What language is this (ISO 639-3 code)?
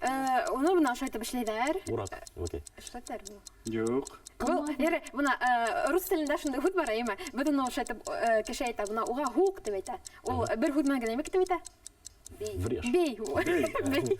bak